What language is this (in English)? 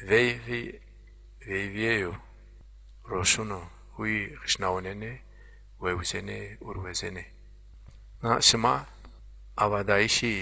Zaza